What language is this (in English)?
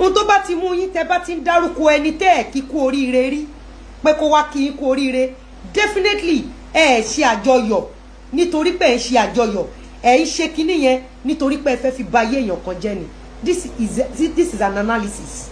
Yoruba